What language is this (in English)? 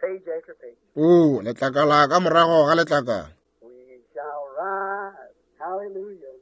Northern Sotho